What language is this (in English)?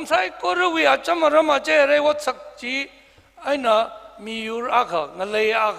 Tangkhul Naga (India)